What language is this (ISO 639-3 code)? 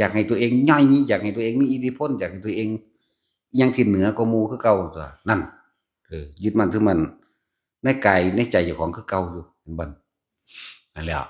tts